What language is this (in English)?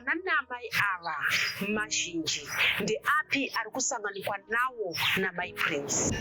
Shona